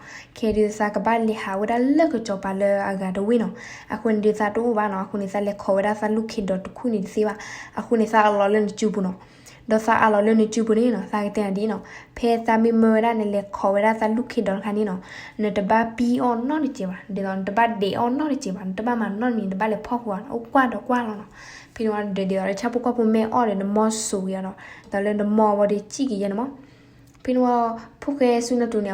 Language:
S'gaw Karen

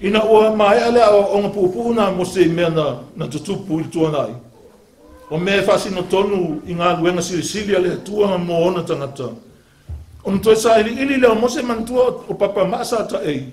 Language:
Samoan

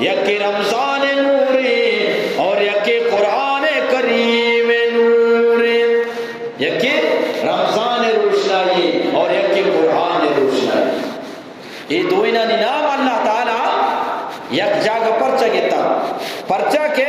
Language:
Eastern Balochi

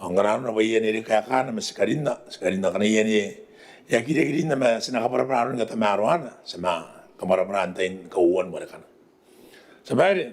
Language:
Gilbertese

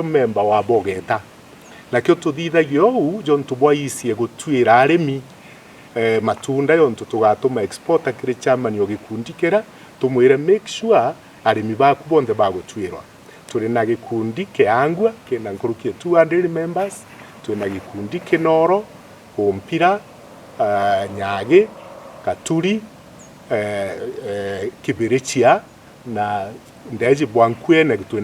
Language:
Meru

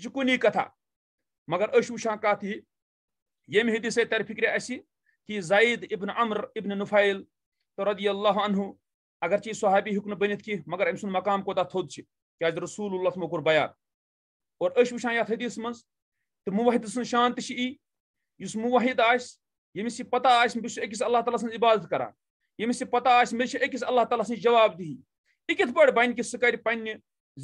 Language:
Kashmiri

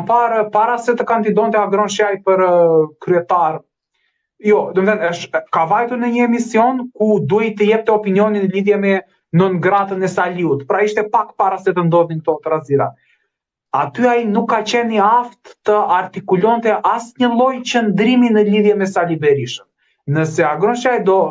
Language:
Albanian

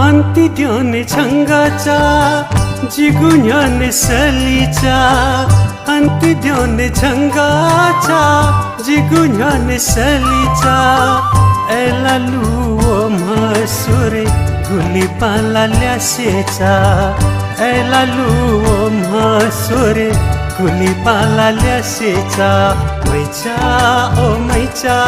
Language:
Newari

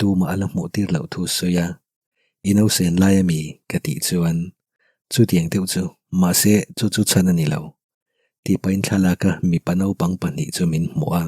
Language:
Mizo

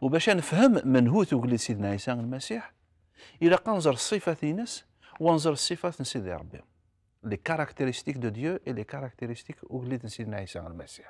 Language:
Kabyle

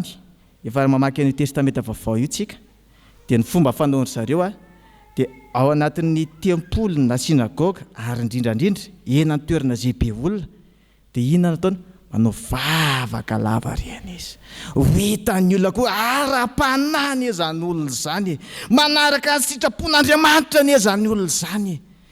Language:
Malagasy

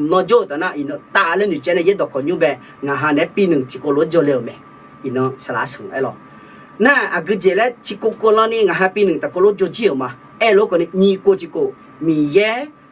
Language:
Akha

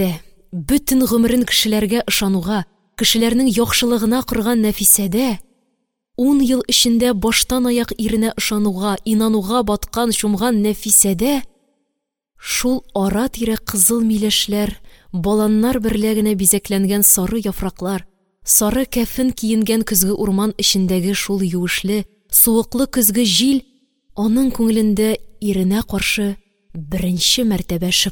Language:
Tatar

